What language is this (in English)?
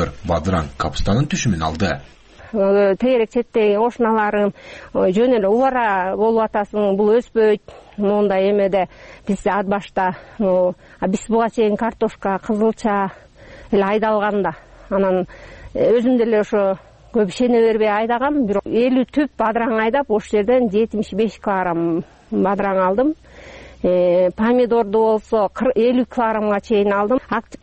Kyrgyz